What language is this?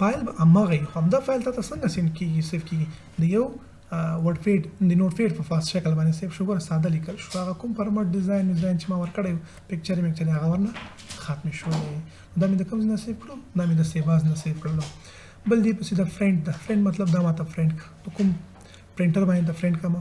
Pashto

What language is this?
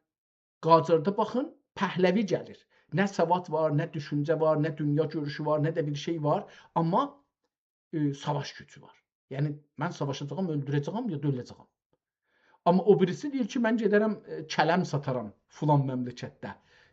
South Azerbaijani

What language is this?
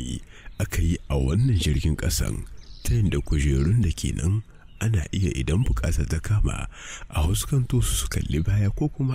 Hausa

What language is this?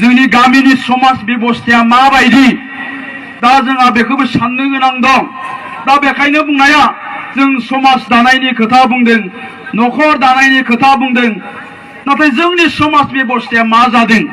Bodo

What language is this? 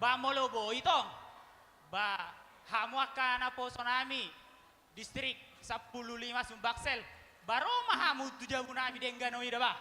Batak Toba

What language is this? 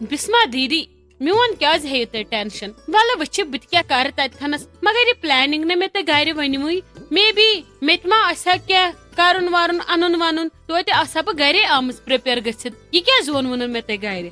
Kashmiri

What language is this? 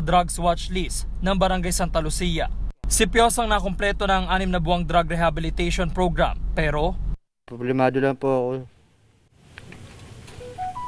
Filipino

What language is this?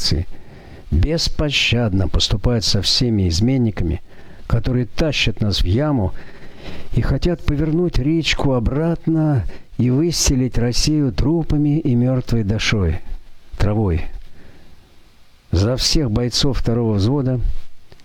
Russian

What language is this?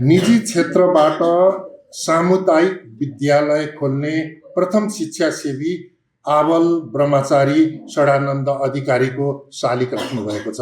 Nepali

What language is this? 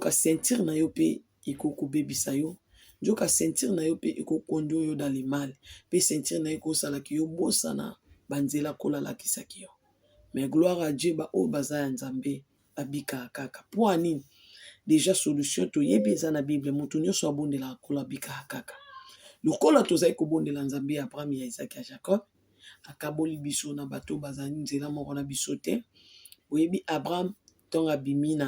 Lingala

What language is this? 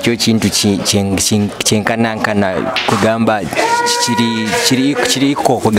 Nyoro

